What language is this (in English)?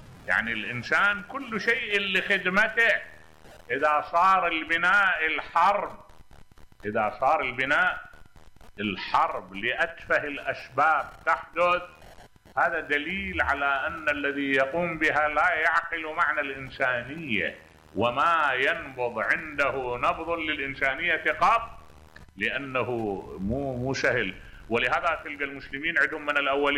Mesopotamian Arabic